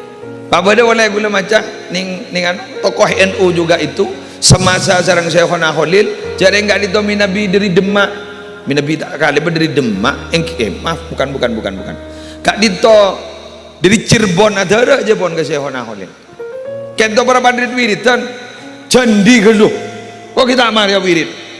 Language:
Madurese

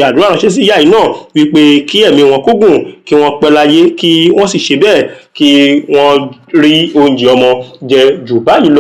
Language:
Yoruba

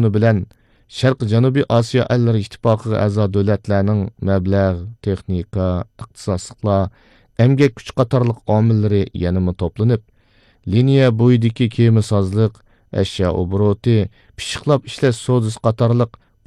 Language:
Uyghur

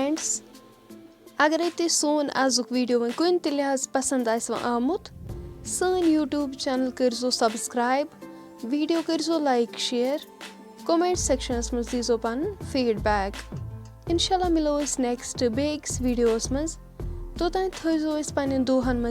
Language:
Kashmiri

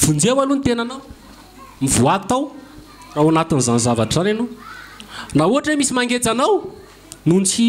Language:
Malagasy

